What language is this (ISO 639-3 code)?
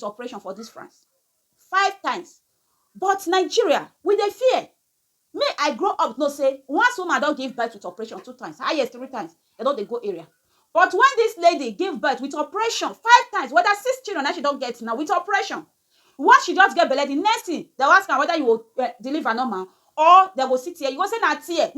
pcm